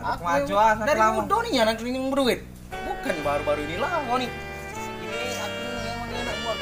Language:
Musi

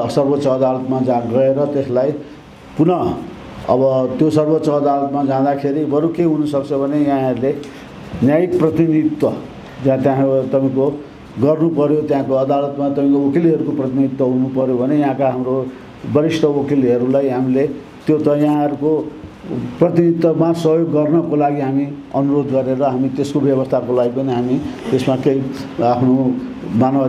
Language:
Nepali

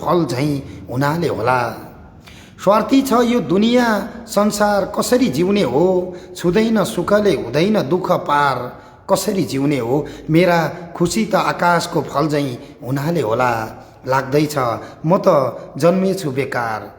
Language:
Nepali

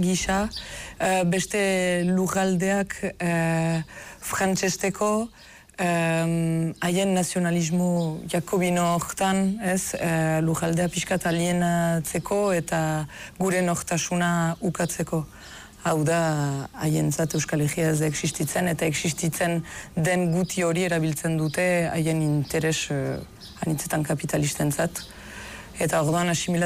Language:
Basque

